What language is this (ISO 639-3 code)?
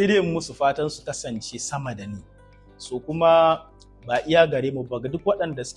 hau